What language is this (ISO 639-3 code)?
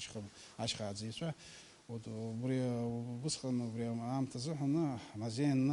abk